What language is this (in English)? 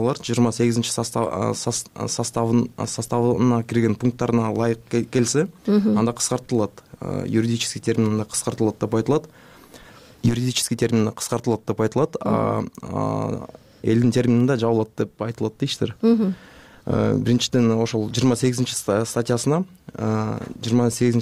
Kyrgyz